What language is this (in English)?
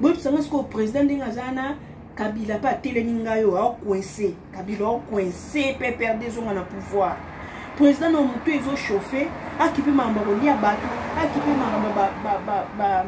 Lingala